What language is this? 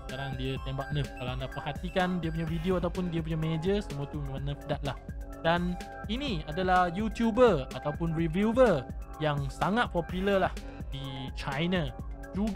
Malay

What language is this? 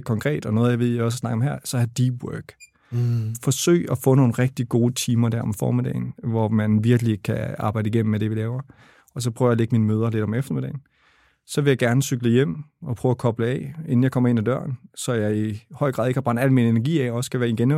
Danish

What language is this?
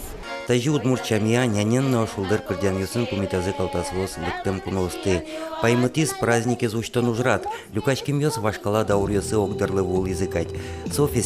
Udmurt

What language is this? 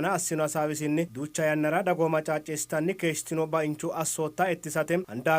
Sidamo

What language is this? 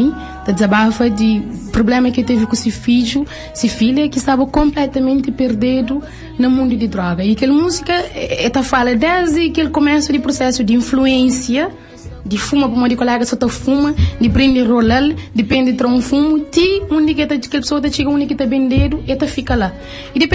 Kabuverdianu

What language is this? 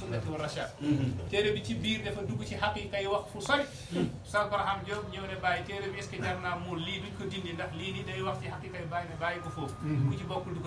Wolof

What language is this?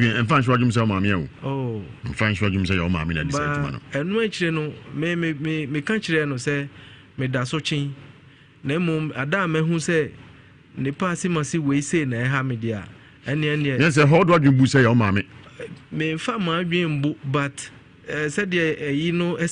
Akan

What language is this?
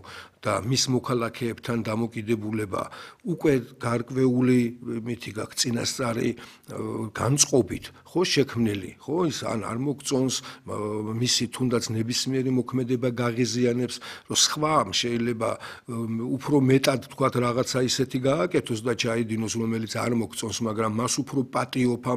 Georgian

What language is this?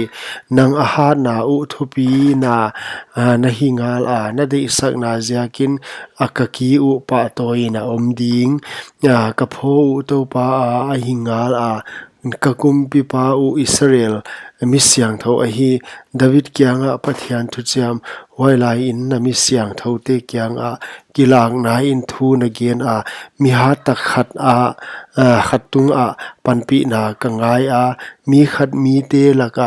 Paite Chin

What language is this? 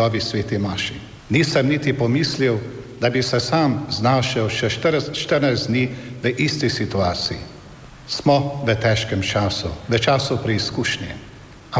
Slovenian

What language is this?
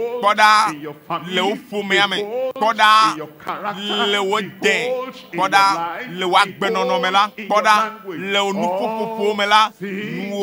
Ewe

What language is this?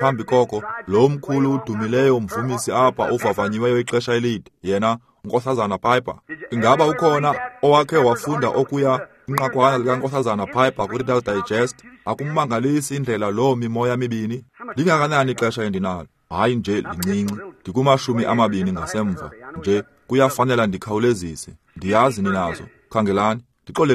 Xhosa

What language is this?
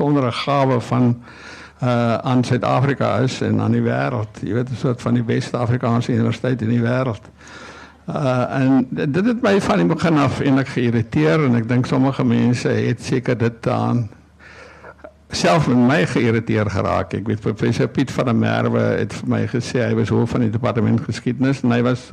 Afrikaans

